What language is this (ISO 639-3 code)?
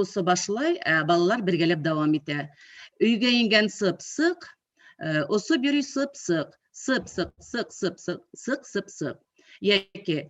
bak